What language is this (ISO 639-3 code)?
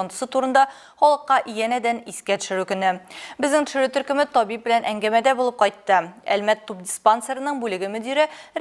tat